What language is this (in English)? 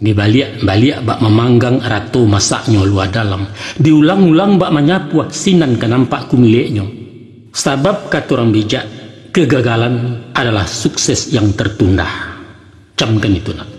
Minangkabau